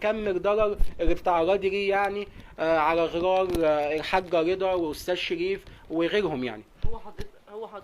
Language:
Egyptian Arabic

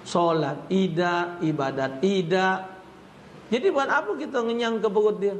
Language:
Musi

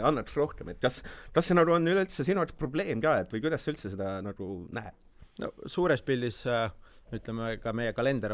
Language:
Estonian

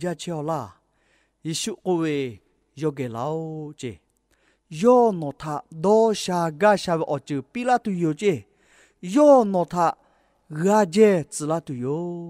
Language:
Lahu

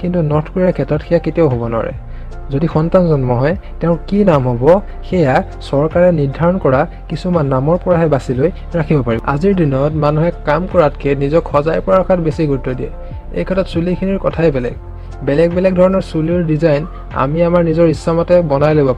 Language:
Assamese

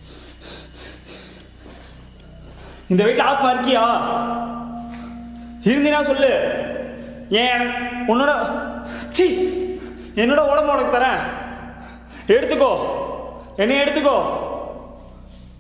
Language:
Tamil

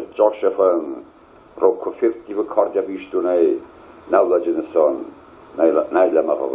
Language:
Ossetic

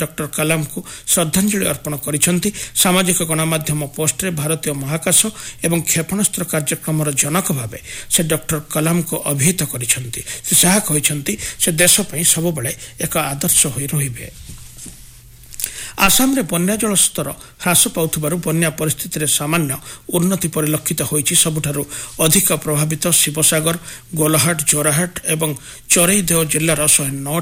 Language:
Odia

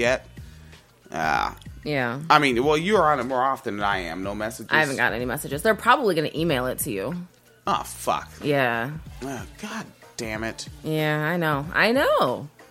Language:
English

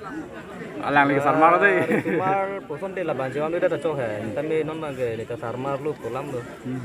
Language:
Karbi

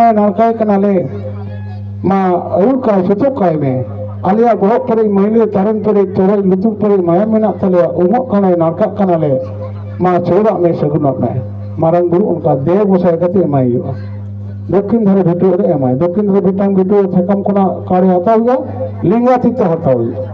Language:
Santali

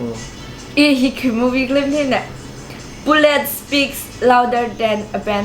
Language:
Tangkhul Naga (India)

